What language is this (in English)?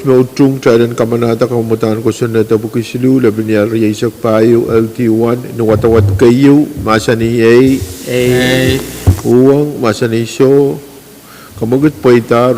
Pohnpeian